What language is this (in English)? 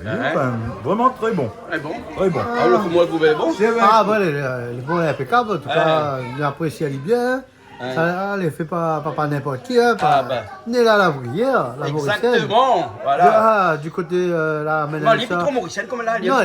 Réunion Creole French